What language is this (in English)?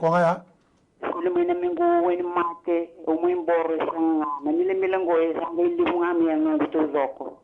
Fijian